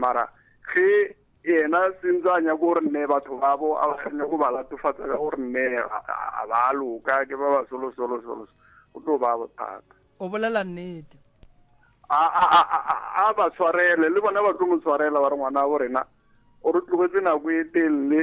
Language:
Northern Sotho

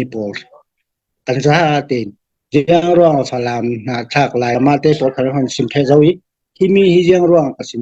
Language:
Falam Chin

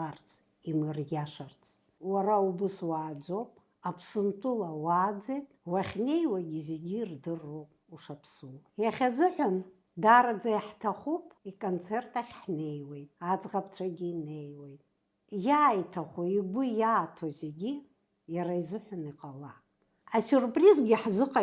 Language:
Abkhazian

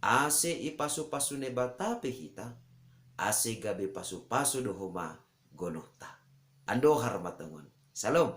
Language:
Batak Simalungun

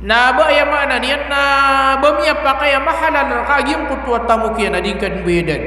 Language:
Maranao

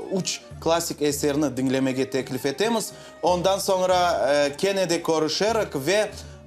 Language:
Crimean Tatar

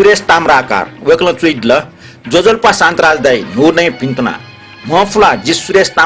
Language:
Newari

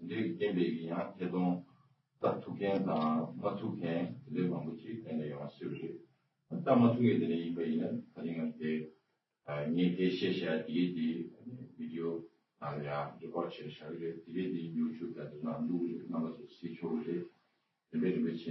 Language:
Tibetan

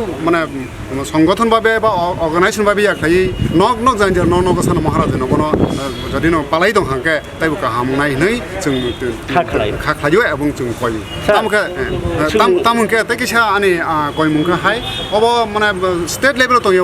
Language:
Kok Borok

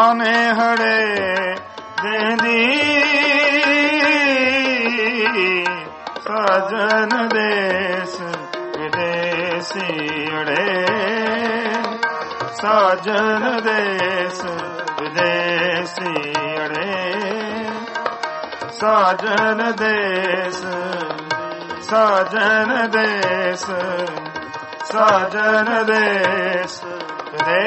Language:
Punjabi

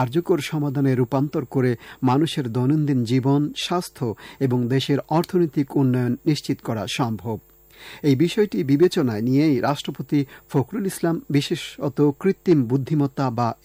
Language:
Bangla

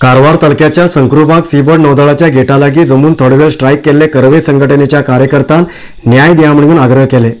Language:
Konkani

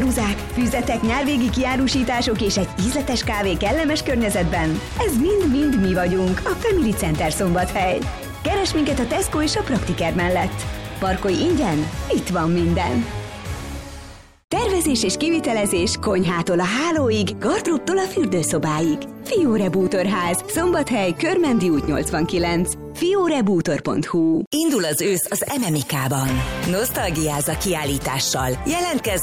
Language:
Hungarian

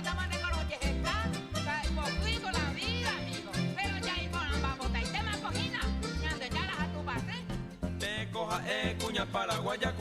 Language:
Guarani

